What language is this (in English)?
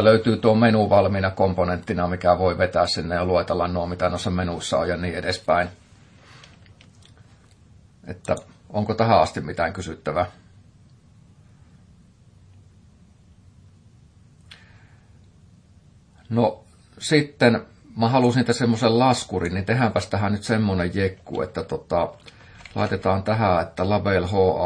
Finnish